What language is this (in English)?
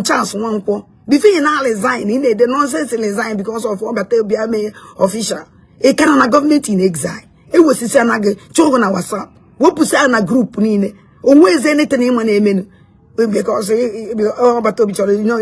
Igbo